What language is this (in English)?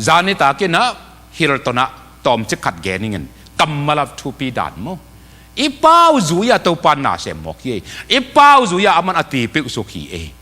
Tedim Chin